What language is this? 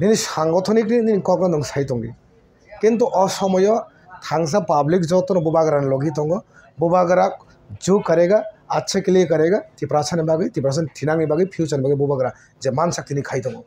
Kok Borok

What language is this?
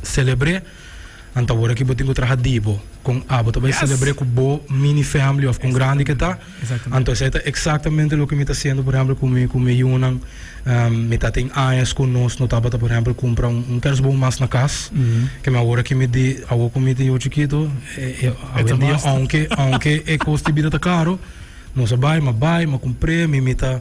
Papiamento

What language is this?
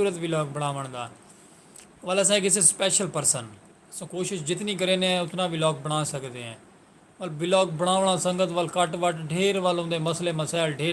Saraiki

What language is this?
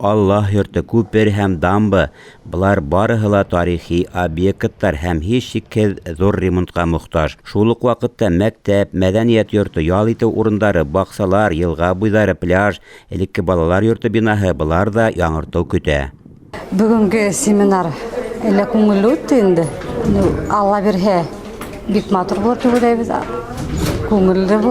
Bashkir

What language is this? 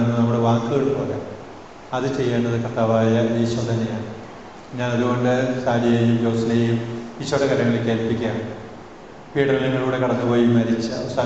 Malayalam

